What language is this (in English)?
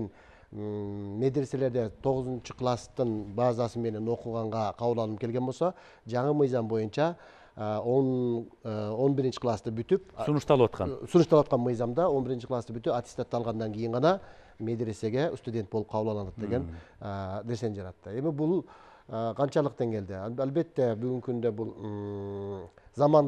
Kyrgyz